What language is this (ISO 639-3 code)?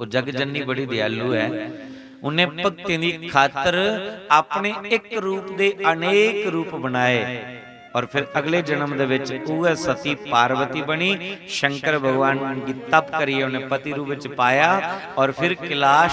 doi